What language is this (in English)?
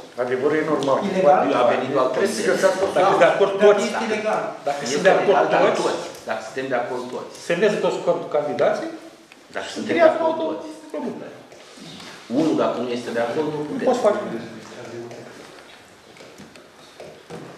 Romanian